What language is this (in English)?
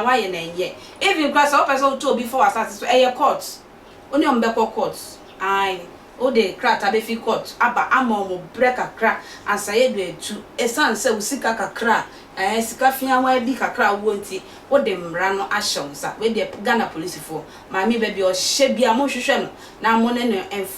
Akan